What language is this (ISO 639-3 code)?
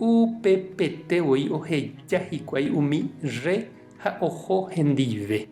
grn